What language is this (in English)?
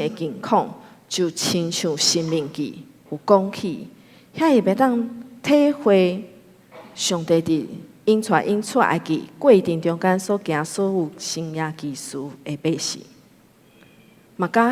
Min Nan Chinese